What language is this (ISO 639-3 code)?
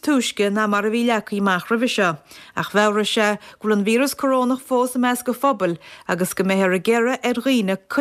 gle